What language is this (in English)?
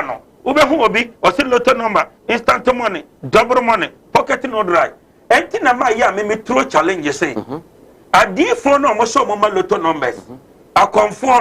Akan